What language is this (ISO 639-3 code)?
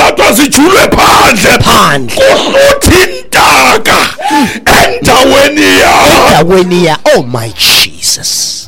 xho